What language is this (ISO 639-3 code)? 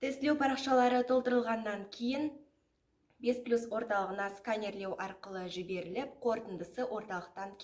kaz